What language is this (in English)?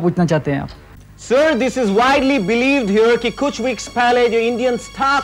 Hindi